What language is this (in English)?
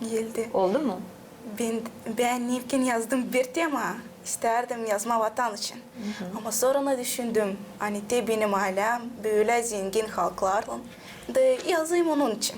Gagauz